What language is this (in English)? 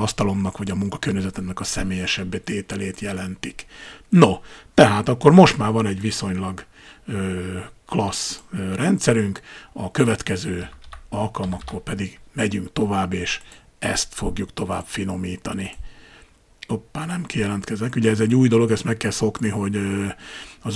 Hungarian